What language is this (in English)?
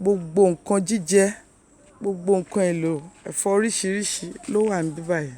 Yoruba